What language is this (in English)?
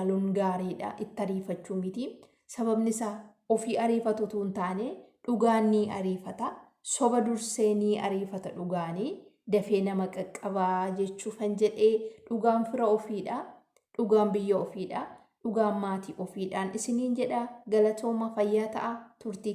Oromo